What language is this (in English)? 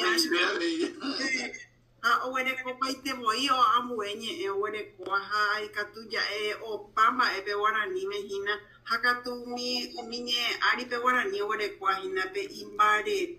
Guarani